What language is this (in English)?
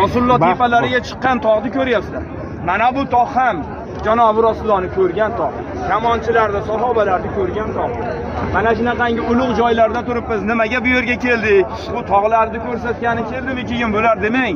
Uzbek